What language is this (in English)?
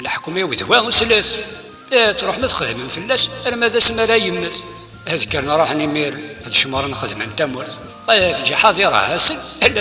Kabyle